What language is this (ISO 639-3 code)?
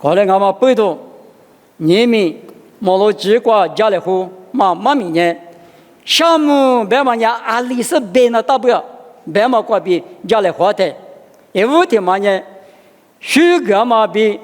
lis